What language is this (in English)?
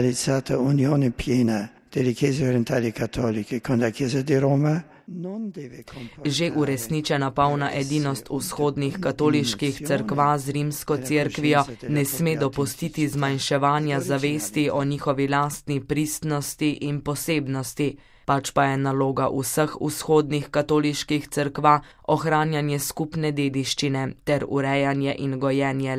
Slovenian